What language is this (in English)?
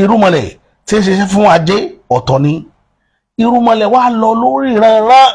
Yoruba